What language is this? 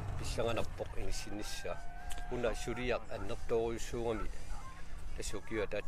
Kalaallisut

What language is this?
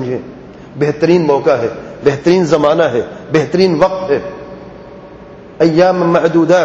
Urdu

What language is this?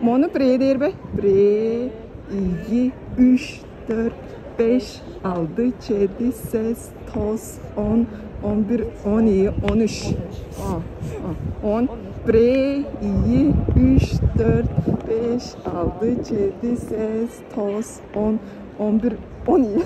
Tuvinian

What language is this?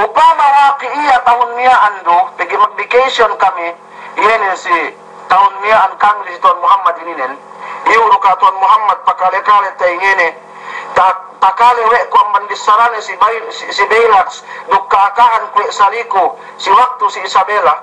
Yakan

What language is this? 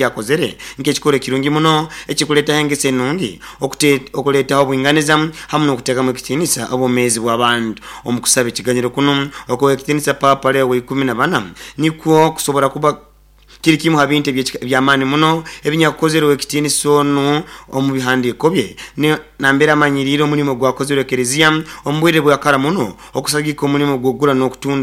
Nyoro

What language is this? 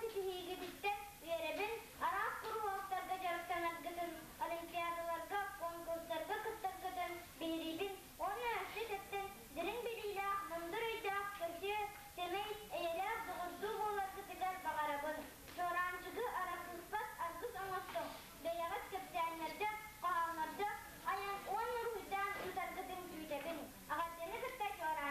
Yakut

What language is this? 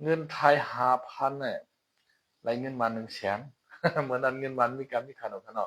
Shan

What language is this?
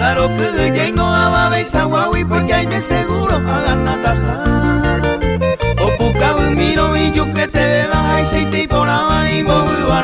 Guarani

